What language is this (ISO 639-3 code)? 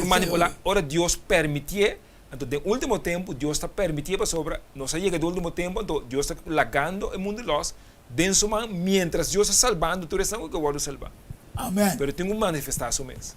pap